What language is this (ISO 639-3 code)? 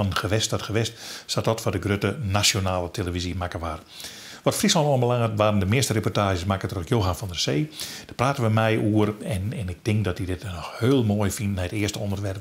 fry